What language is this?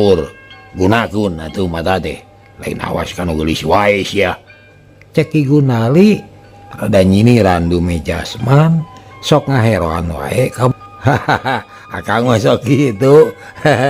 Sundanese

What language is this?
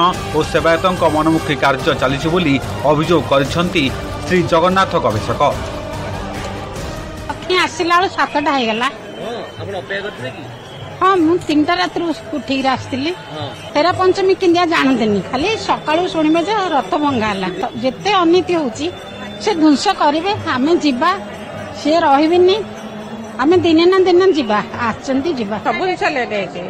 Odia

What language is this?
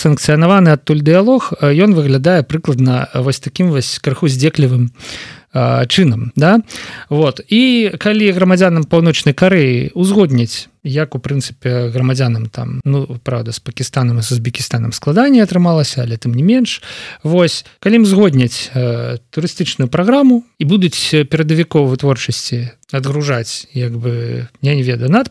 Belarusian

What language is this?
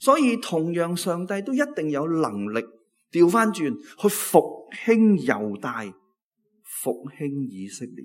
Cantonese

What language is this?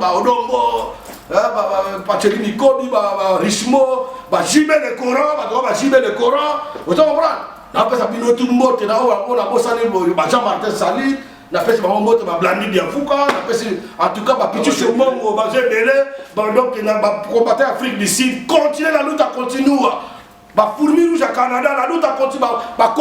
Lingala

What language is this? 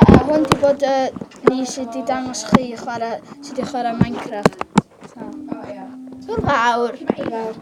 Welsh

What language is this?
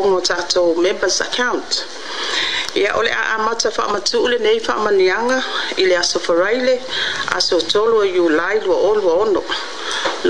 Samoan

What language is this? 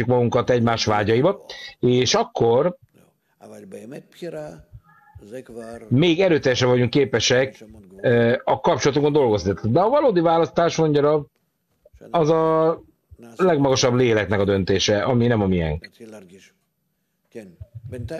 Hungarian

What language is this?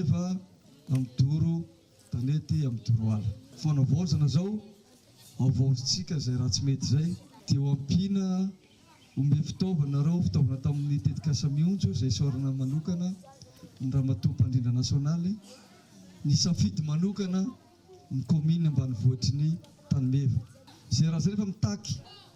Malagasy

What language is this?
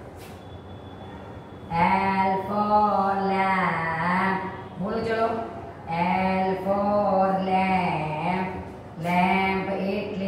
Gujarati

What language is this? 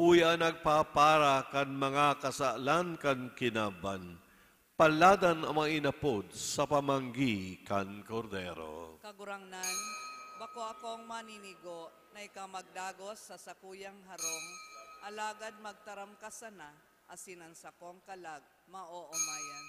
Bikol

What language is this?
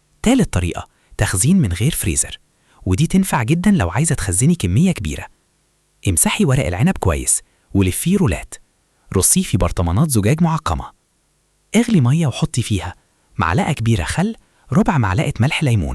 Egyptian Arabic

